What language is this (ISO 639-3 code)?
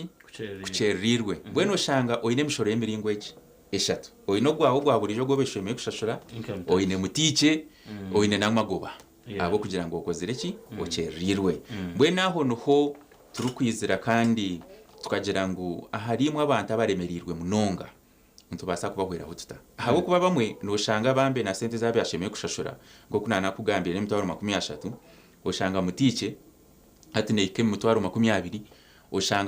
nyn